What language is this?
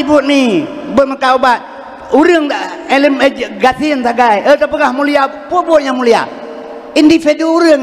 Achinese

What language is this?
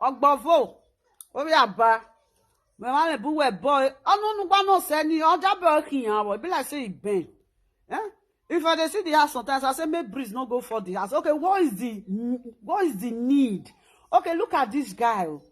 Nigerian Pidgin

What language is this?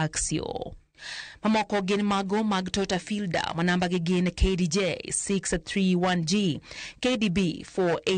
Luo (Kenya and Tanzania)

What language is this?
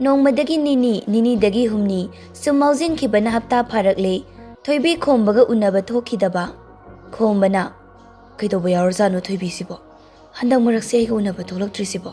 Manipuri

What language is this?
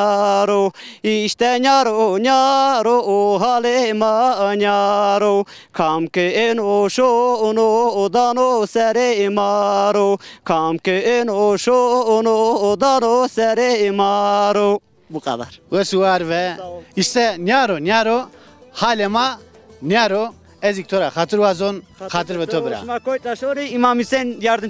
Zaza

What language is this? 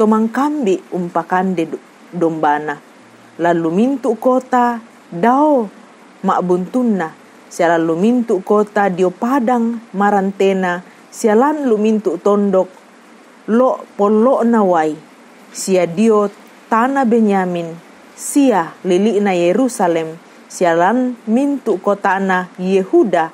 Toraja-Sa'dan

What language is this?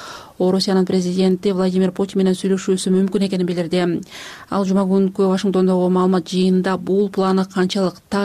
Kyrgyz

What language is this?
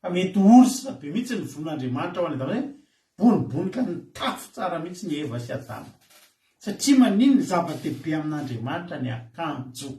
Malagasy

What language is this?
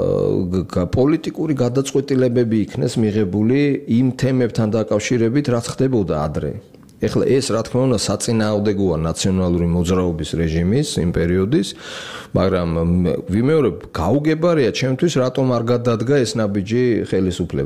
Georgian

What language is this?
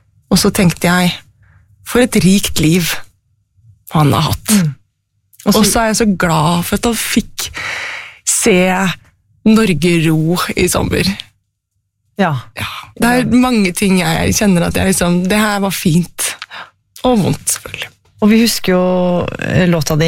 Norwegian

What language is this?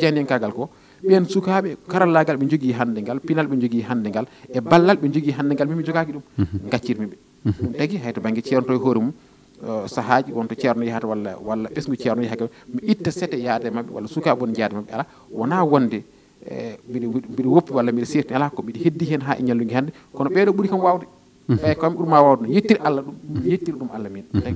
Fula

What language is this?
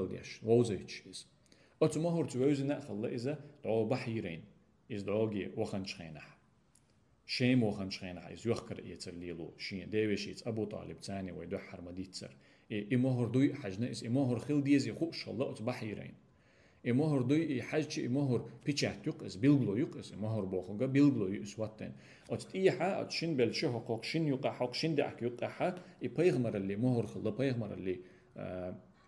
Chechen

